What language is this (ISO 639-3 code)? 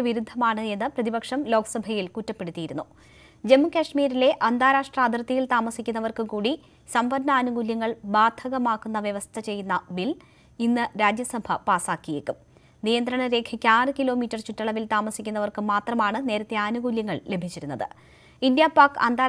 mal